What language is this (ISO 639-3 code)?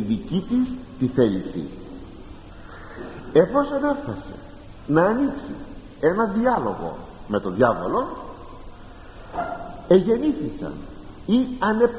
ell